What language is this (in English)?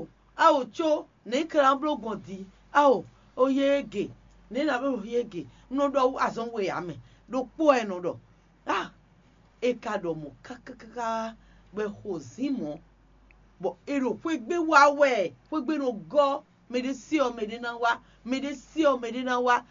Fon